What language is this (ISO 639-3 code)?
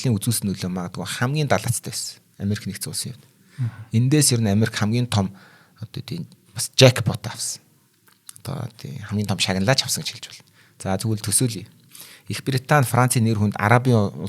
mon